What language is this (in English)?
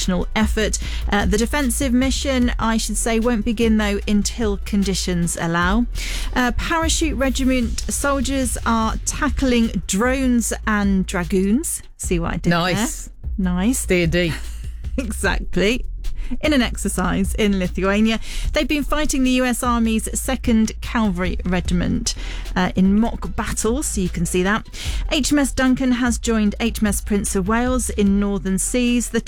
English